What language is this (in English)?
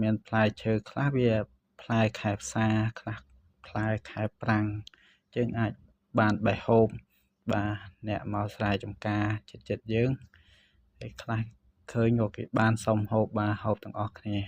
Khmer